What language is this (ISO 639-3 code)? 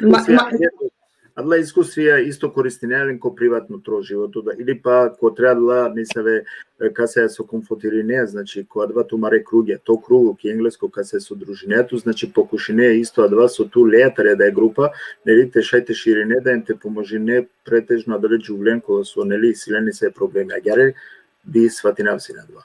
rmn